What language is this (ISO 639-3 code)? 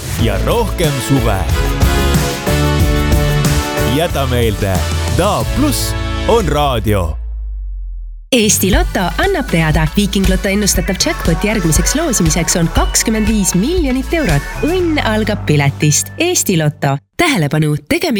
est